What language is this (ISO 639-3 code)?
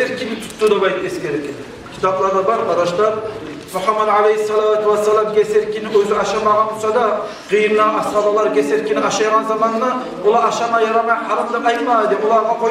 kum